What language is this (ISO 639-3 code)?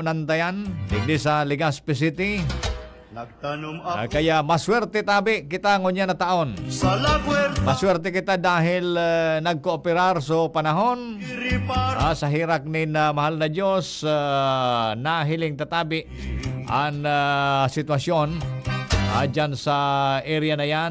bik